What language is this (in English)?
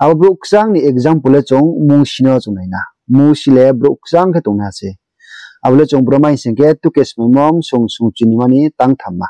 Riang (India)